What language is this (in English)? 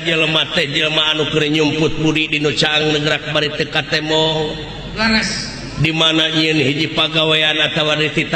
Sundanese